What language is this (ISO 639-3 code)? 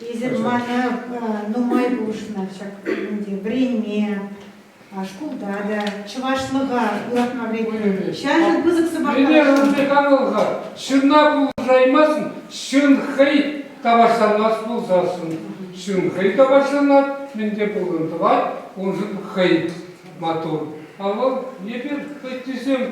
chv